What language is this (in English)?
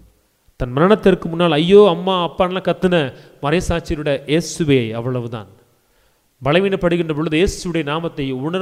Tamil